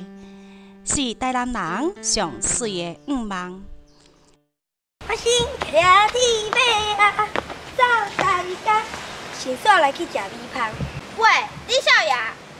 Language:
Min Nan Chinese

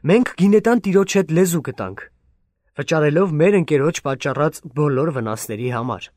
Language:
Armenian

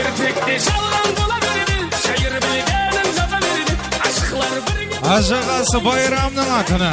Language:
Kara-Kalpak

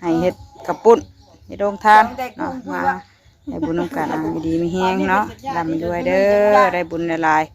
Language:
Northeastern Thai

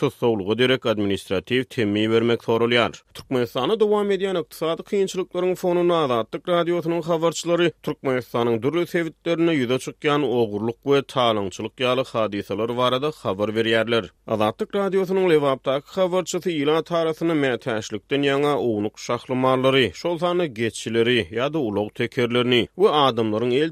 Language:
Turkmen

